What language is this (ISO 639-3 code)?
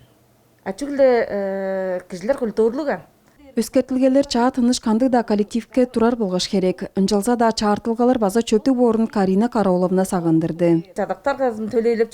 tyv